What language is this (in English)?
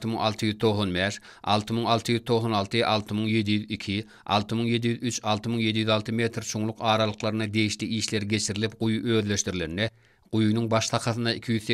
Turkmen